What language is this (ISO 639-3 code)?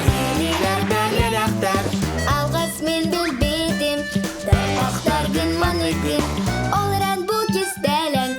sah